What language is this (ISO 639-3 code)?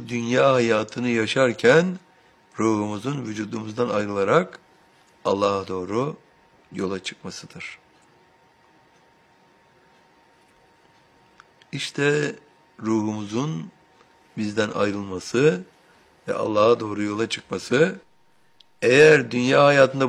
tur